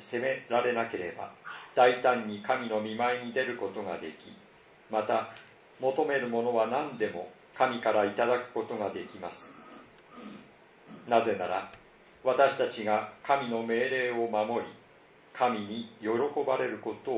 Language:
Japanese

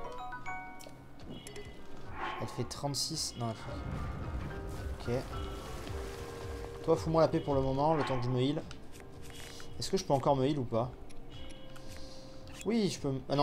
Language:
French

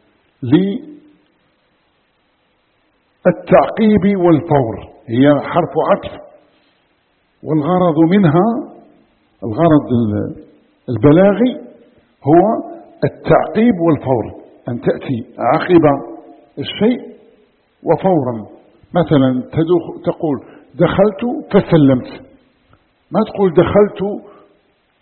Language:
Arabic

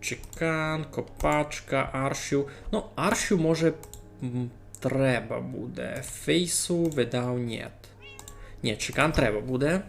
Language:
Rusyn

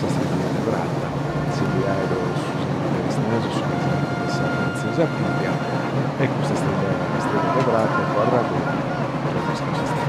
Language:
Sardinian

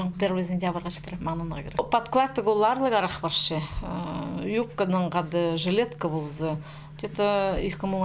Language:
Khakas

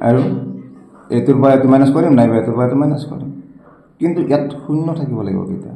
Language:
Assamese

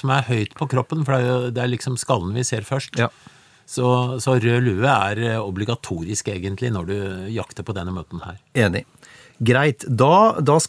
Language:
Norwegian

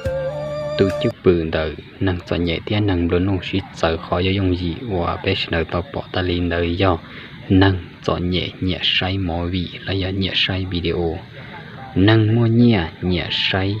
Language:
Hmong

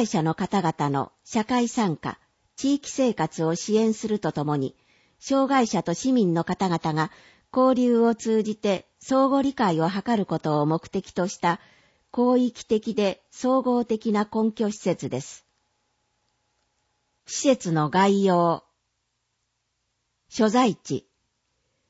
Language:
Japanese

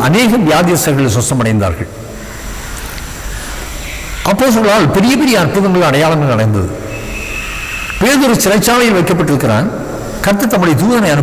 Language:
Tamil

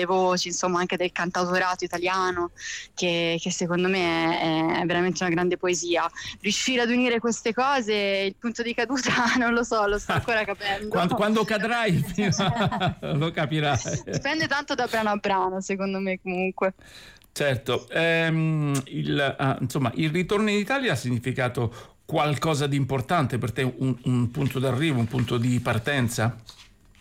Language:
Italian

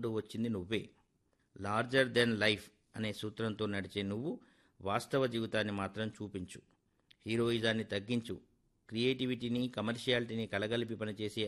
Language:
Telugu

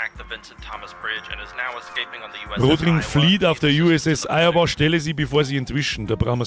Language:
Bavarian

